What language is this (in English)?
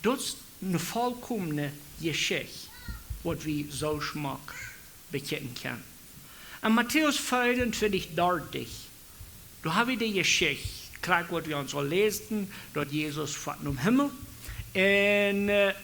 Plautdietsch